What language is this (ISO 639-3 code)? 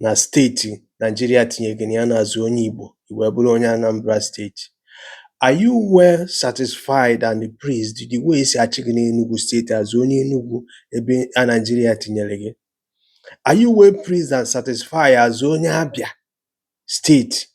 ibo